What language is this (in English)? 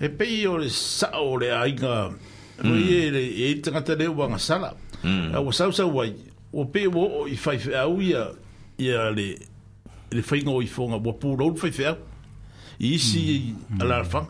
Samoan